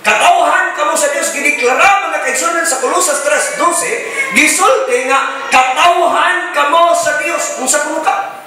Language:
Cebuano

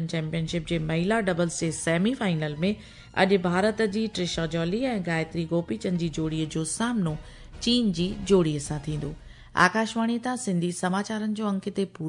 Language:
Sindhi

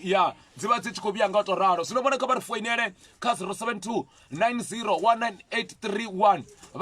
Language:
Venda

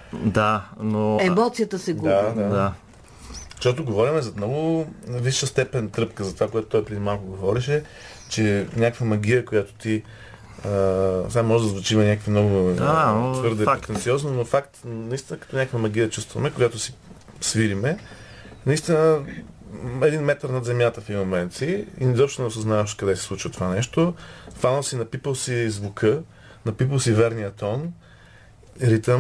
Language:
Bulgarian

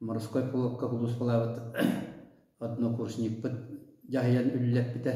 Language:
Yakut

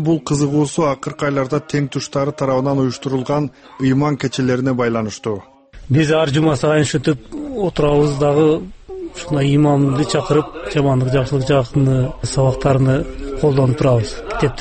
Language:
Kyrgyz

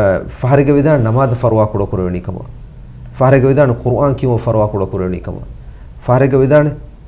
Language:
Divehi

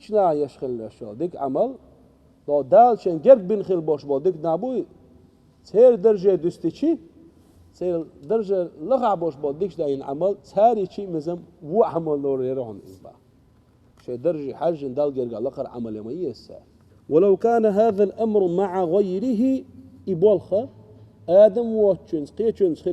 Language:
Chechen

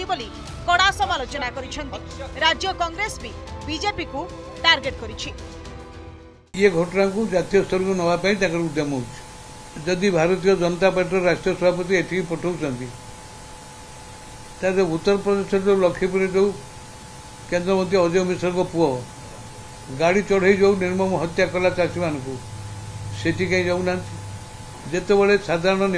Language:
Odia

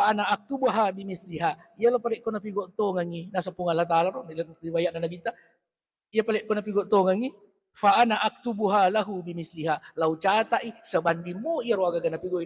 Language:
Buginese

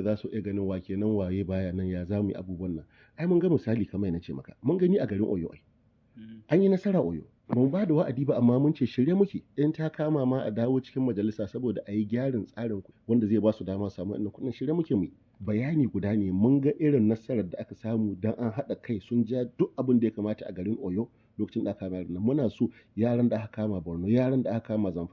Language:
Hausa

